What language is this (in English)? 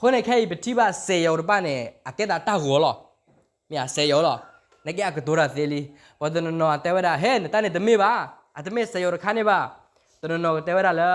S'gaw Karen